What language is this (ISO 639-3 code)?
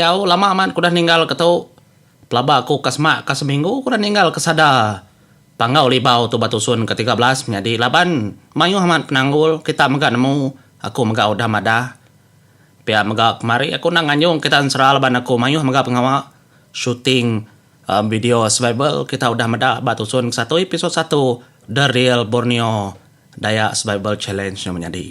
iba